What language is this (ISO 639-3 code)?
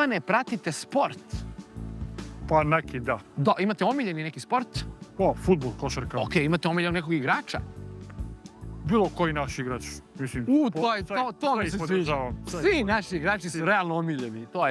srp